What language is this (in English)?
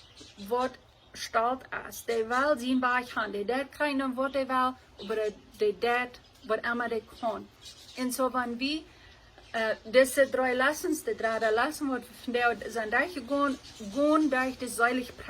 Plautdietsch